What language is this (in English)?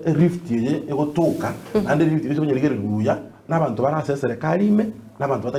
Gusii